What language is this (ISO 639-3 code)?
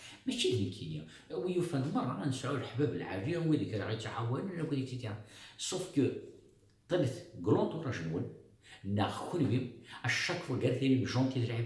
kab